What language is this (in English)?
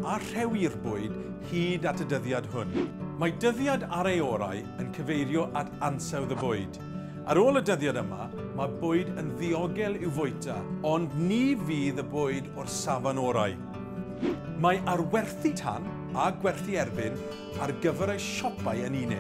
Welsh